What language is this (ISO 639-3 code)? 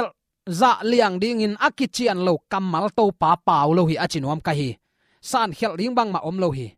ctd